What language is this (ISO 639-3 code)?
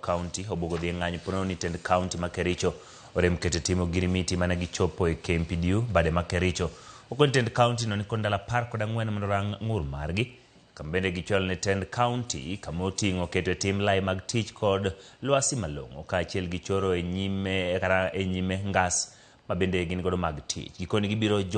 luo